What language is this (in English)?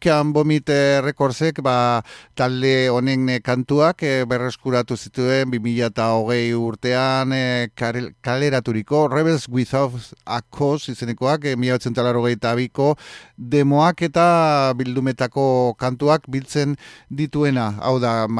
Basque